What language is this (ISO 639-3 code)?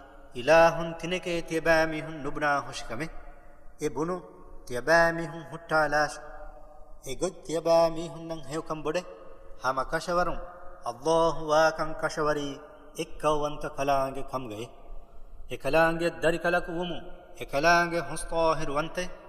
div